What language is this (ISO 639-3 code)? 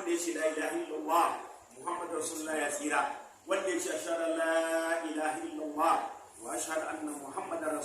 hau